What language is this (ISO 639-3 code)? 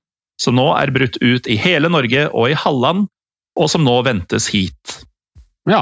nor